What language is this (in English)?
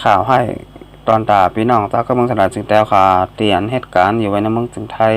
Shan